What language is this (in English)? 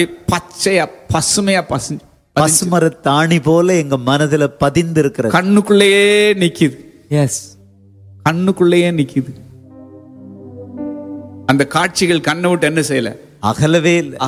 Tamil